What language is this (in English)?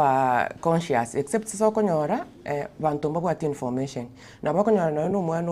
Gusii